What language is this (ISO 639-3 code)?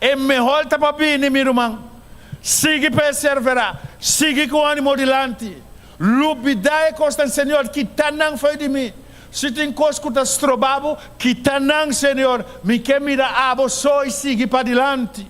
pap